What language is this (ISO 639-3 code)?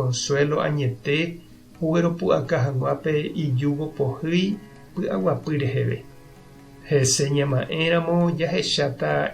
grn